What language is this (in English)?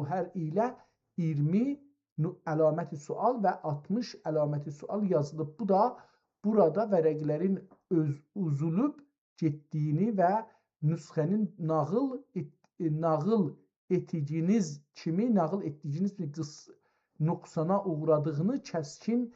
South Azerbaijani